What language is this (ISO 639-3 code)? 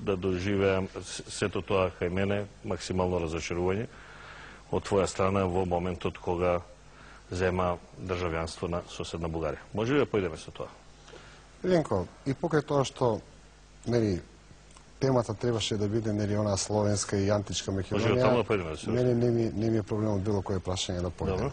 mkd